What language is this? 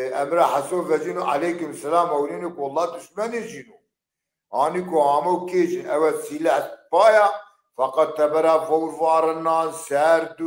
Zaza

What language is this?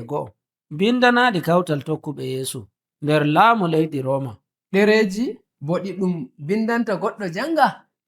Nigerian Fulfulde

